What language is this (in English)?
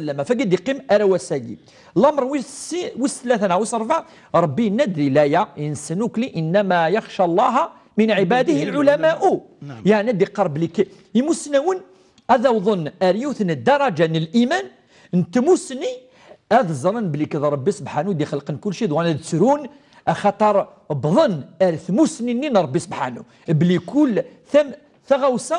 Kabyle